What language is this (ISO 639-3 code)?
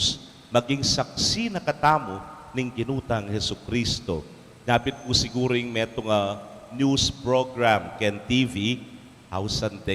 pam